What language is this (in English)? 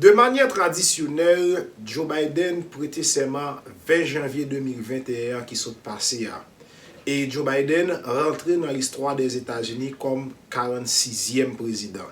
Haitian Creole